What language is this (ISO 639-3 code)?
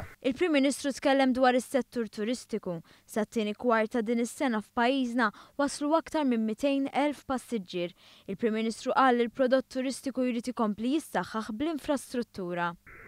mlt